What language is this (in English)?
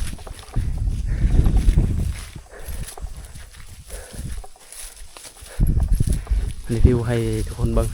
Lao